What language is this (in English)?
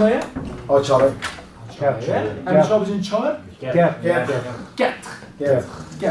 Kurdish